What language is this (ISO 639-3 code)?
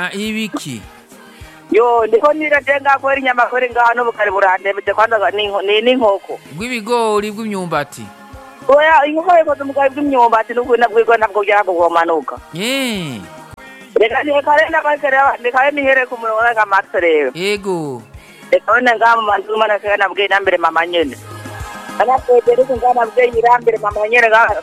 run